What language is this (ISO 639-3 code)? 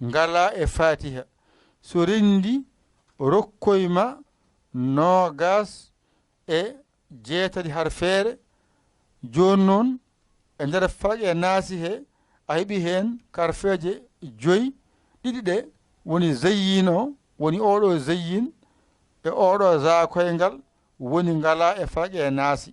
ful